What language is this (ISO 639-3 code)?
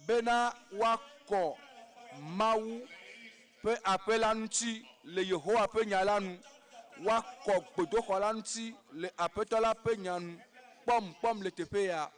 ewe